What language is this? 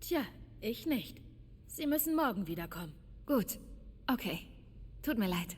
Bavarian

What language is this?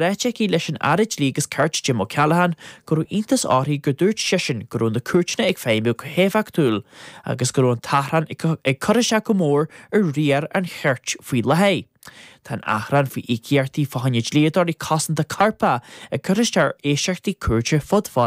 Irish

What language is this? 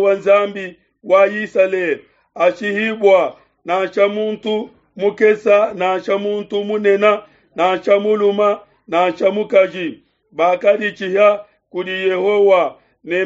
Luba-Lulua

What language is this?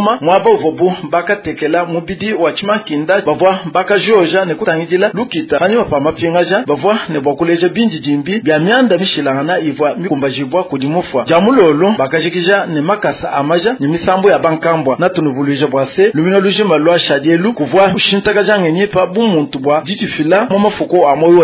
Luba-Lulua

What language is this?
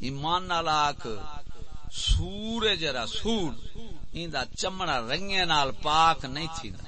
Saraiki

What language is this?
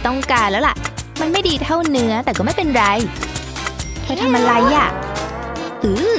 Thai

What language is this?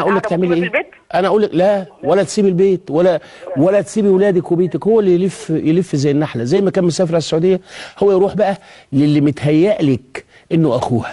Egyptian Arabic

